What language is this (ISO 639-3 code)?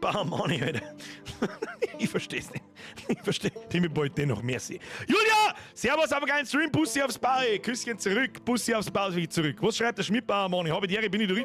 bar